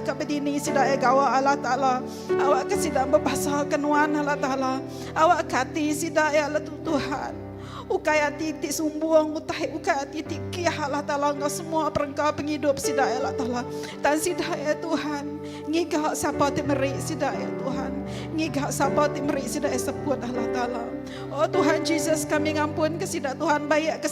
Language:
Iban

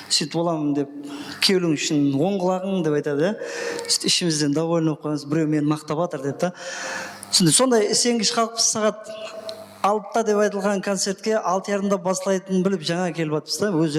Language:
Kara-Kalpak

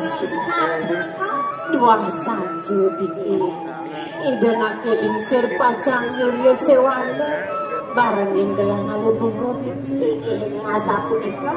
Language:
Balinese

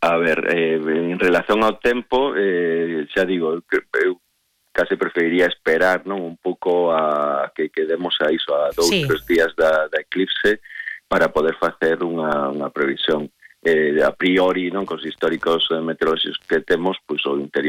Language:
Galician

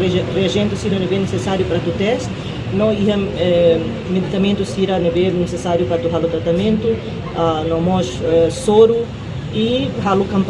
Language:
Tetum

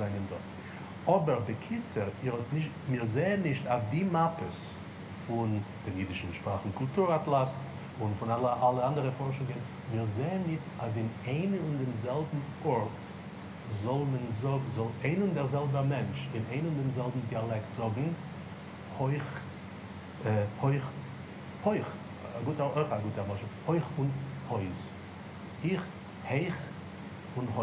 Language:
Yiddish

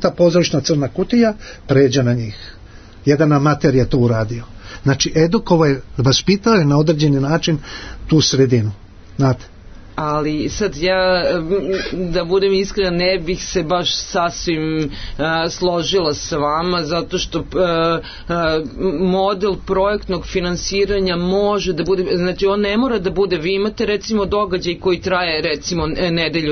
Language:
Serbian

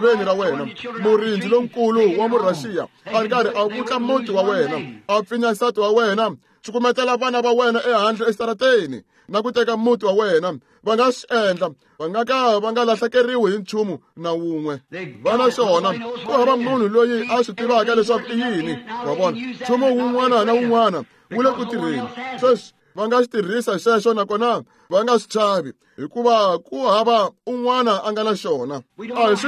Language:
Tsonga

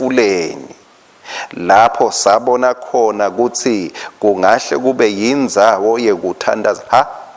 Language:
Swati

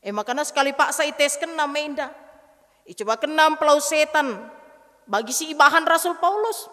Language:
Batak Karo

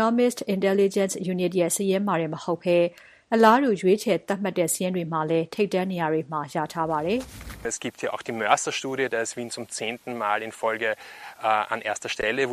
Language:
Burmese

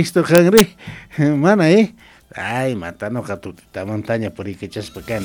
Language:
South Bolivian Quechua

